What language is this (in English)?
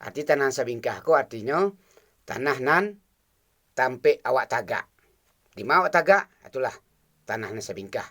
Minangkabau